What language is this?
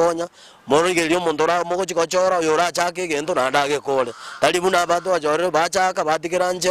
Gusii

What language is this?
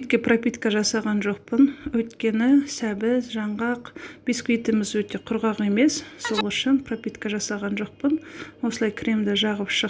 Kazakh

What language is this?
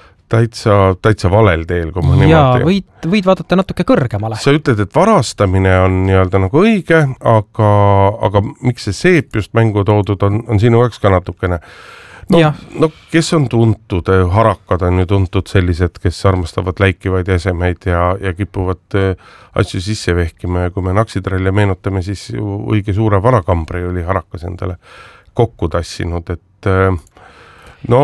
Estonian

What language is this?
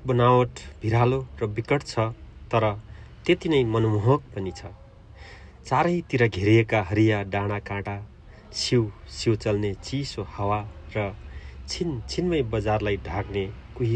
Nepali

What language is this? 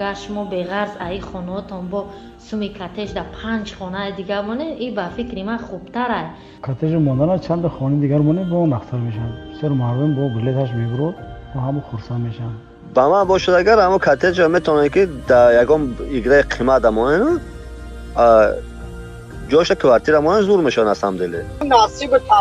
Tajik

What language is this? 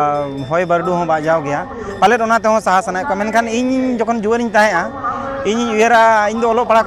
Santali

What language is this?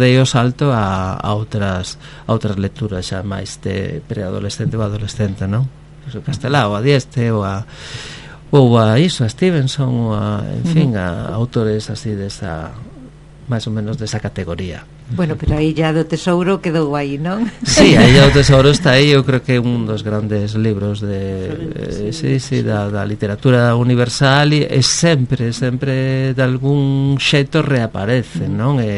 Galician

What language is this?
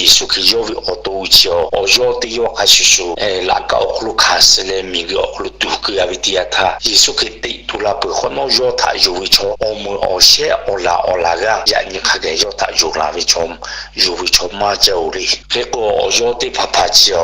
Lahu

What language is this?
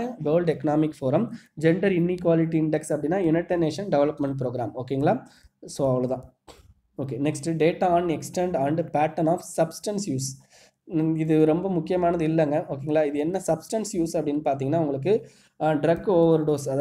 Tamil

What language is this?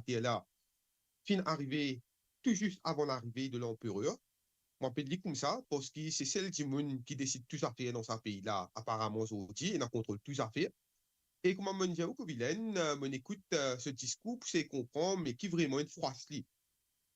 Morisyen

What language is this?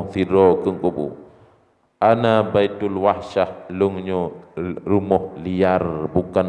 Achinese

